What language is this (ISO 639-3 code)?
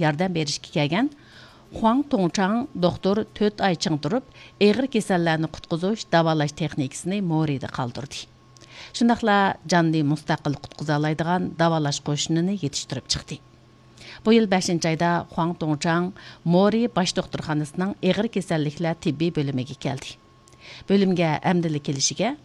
uig